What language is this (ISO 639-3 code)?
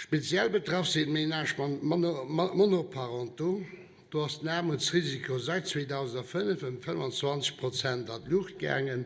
ltz